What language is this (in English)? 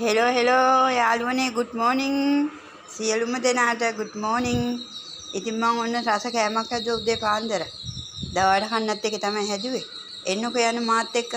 Sinhala